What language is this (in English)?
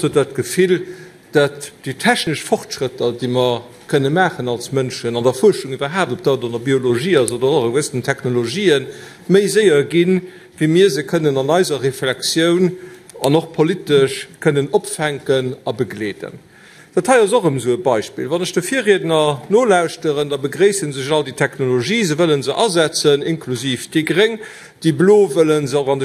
Luxembourgish